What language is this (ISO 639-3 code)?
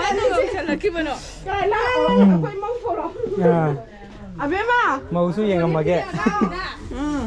mni